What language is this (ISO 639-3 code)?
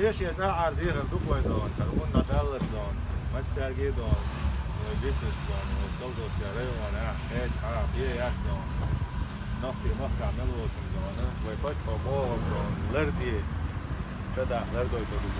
che